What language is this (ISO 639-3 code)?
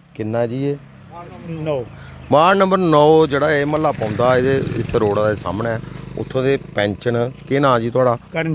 doi